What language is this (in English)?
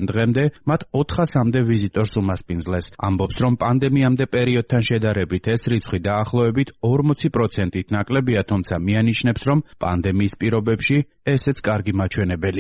Georgian